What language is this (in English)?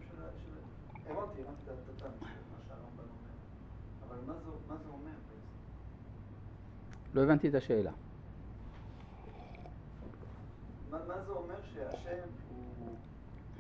Hebrew